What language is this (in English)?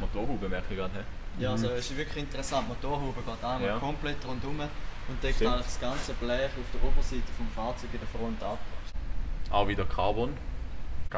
Swiss German